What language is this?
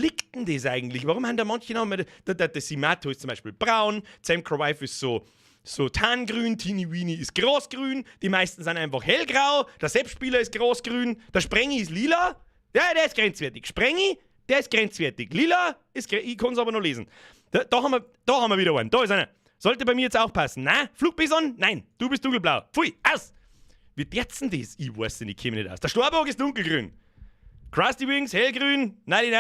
Bavarian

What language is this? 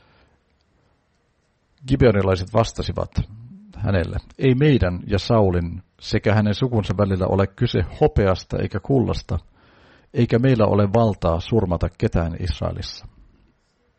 Finnish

